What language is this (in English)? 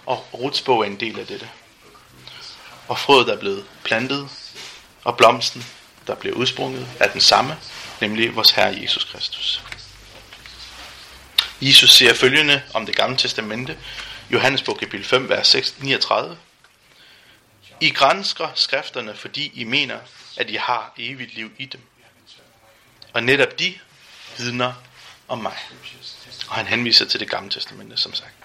Danish